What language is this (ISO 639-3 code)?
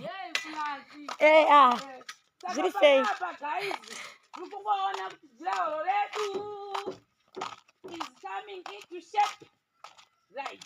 sna